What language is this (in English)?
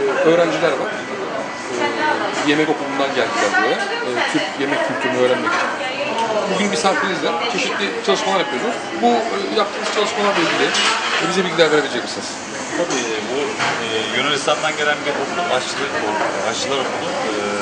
Turkish